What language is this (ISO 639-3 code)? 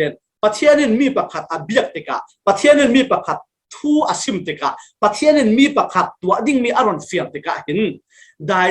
cfm